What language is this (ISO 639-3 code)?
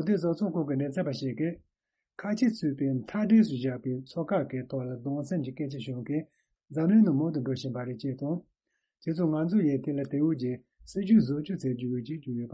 bod